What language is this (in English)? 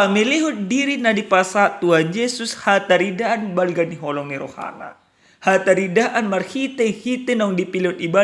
Batak Toba